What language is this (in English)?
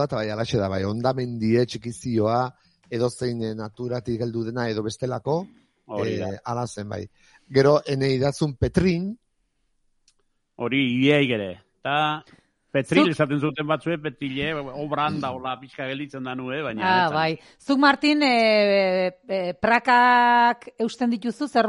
Basque